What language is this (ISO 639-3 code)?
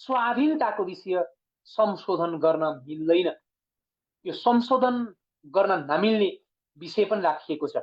nep